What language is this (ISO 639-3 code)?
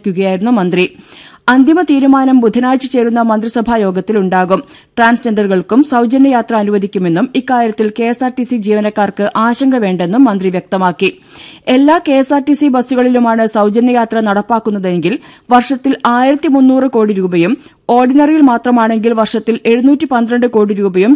mal